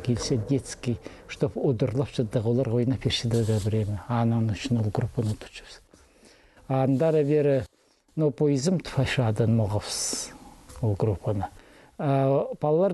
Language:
Khakas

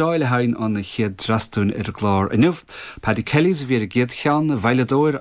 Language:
Irish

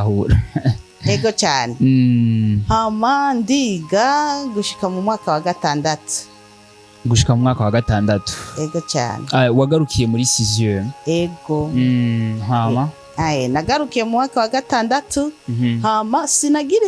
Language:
Rundi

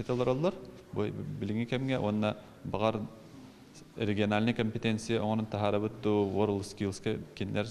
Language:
Yakut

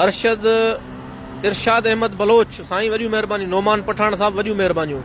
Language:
Sindhi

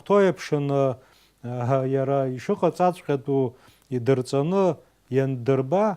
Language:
Abkhazian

